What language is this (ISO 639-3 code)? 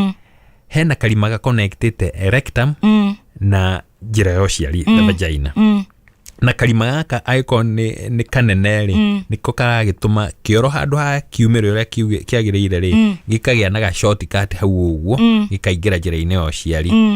kik